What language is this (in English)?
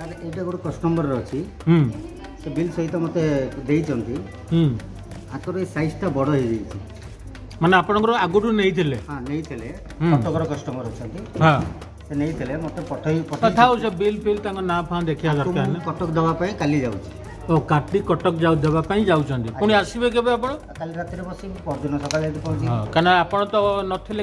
Odia